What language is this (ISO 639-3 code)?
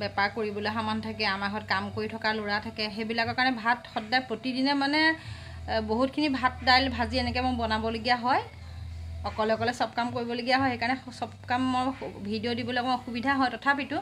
asm